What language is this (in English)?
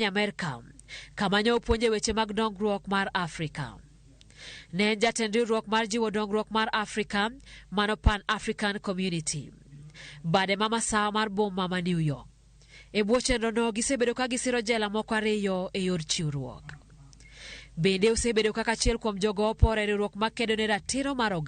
Luo (Kenya and Tanzania)